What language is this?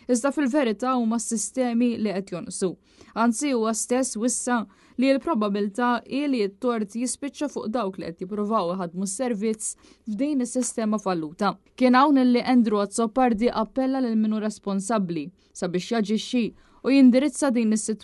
Maltese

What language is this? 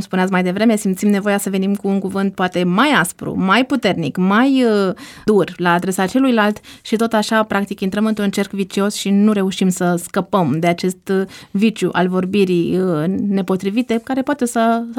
Romanian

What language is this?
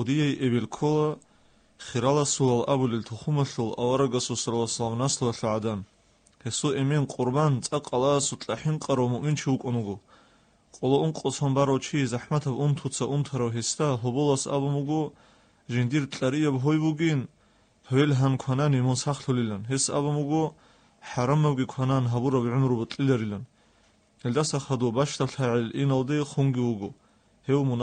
Avaric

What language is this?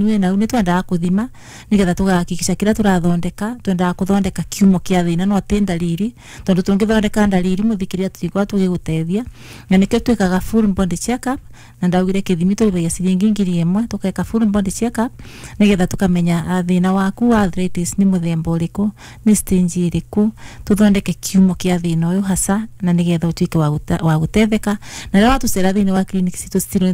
Kikuyu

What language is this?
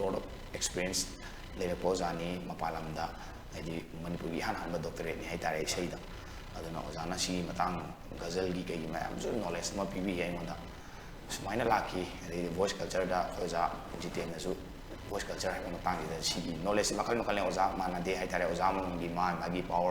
Manipuri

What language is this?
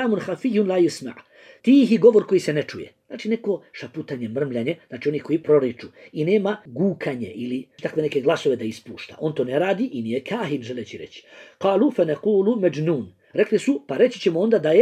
Bosnian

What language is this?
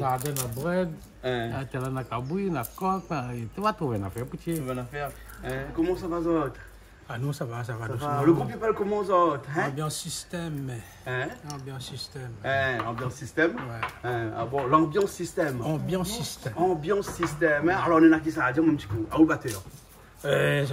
Réunion Creole French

